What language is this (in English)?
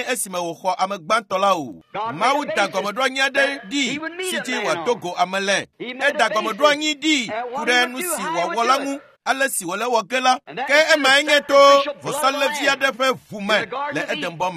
Ewe